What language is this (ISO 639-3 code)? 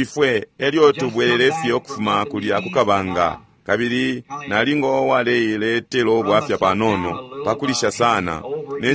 bem